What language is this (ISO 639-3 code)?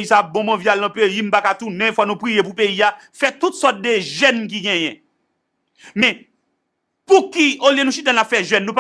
hat